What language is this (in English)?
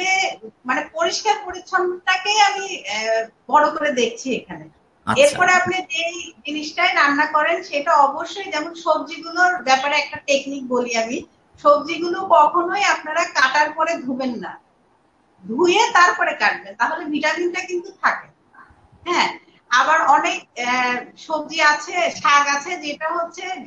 Bangla